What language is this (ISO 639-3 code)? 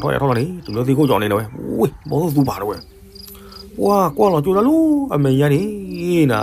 ksw